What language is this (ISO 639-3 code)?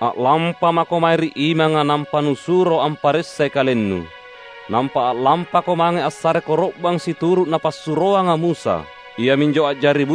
mak